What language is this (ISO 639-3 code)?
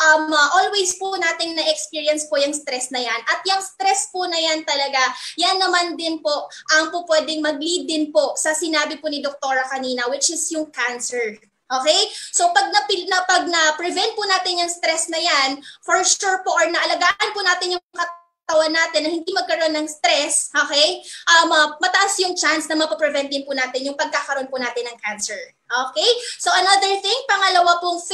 fil